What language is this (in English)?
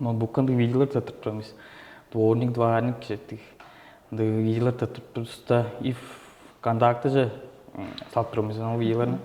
Tuvinian